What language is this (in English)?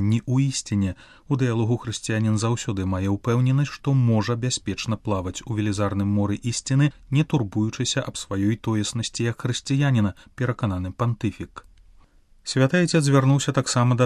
Belarusian